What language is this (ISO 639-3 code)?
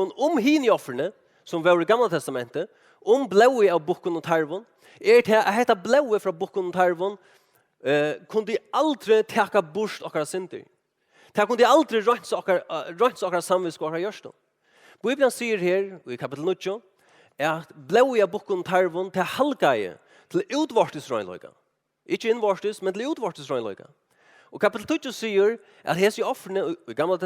fao